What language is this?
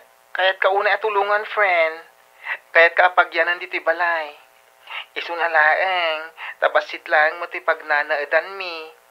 Iloko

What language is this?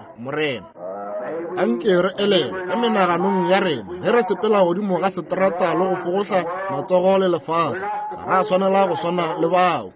Northern Sotho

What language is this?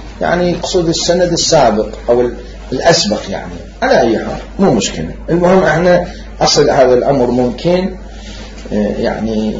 Mesopotamian Arabic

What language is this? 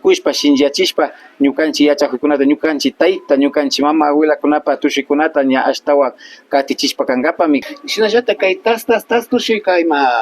Imbabura Highland Quichua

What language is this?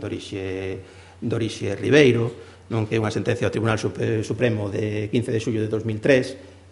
Galician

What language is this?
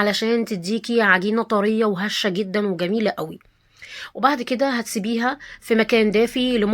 Egyptian Arabic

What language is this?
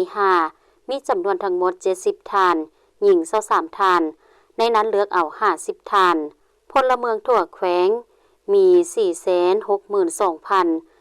Lao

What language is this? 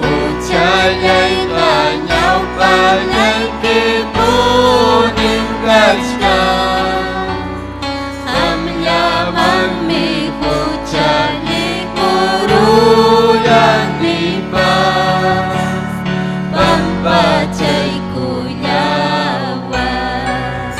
Ayacucho Quechua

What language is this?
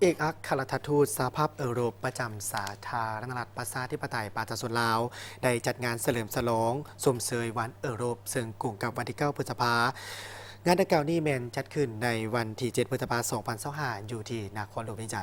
Lao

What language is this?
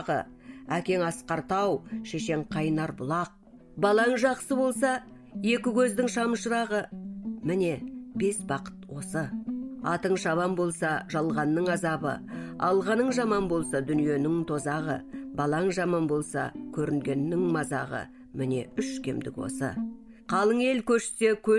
Kazakh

